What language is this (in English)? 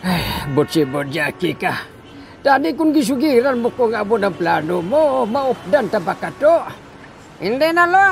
Hiligaynon